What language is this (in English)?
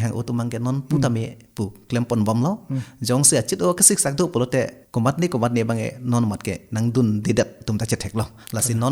Karbi